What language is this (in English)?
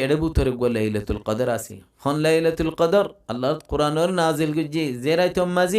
Rohingya